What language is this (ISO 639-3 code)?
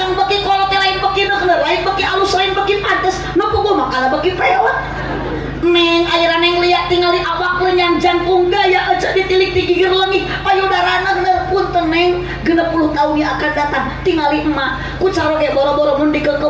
sun